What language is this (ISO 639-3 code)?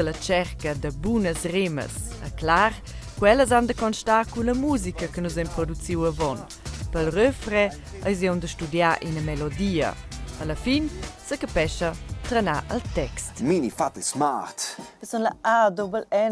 roh